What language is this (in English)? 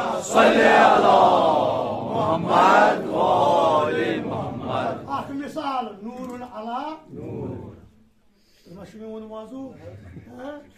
Kashmiri